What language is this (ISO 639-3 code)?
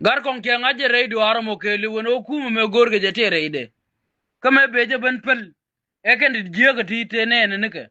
nus